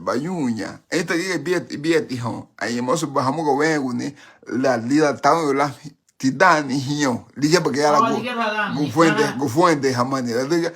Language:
Garifuna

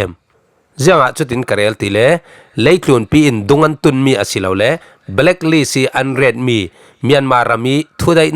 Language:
Falam Chin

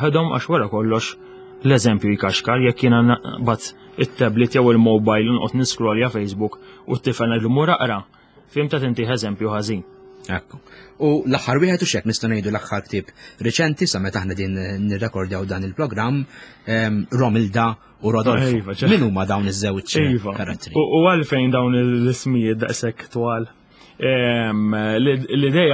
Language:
Maltese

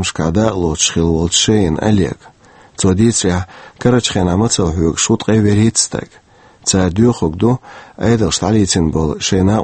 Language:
Chechen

